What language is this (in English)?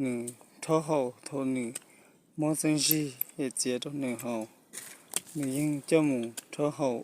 Hmong